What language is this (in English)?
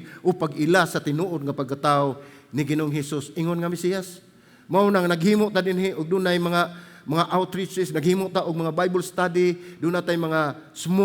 Cebuano